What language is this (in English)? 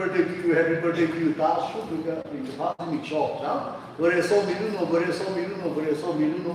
Tangkhul Naga (India)